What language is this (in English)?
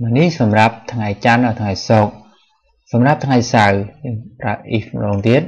Khmer